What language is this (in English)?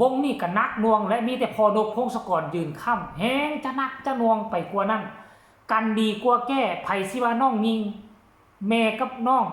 Lao